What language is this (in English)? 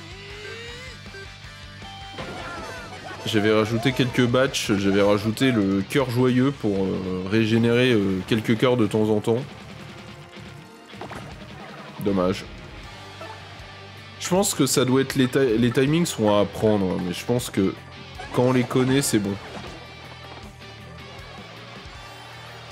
French